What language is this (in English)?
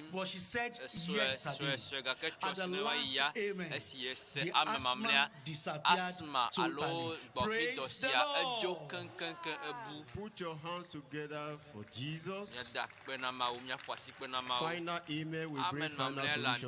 Ewe